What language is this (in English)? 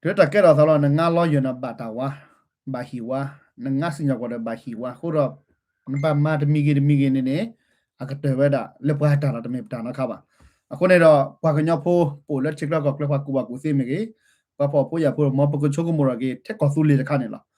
S'gaw Karen